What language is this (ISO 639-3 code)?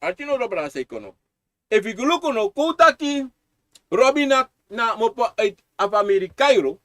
srn